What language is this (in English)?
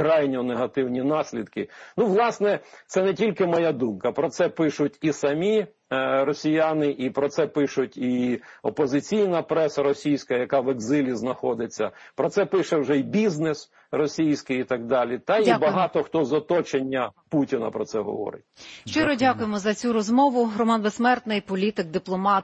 Ukrainian